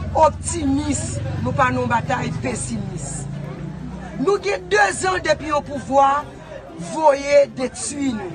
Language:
Haitian Creole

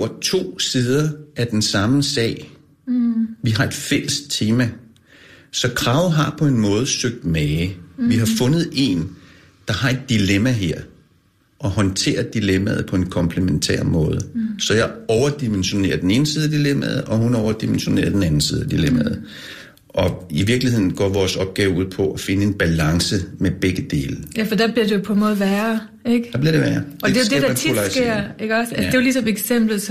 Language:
Danish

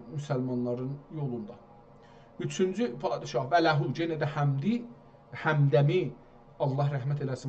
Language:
South Azerbaijani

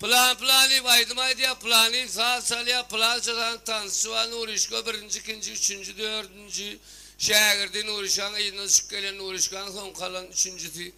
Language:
Turkmen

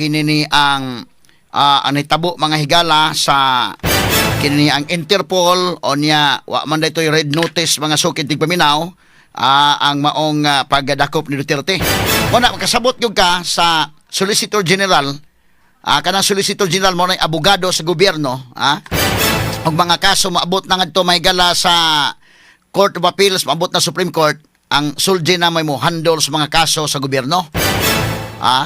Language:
Cebuano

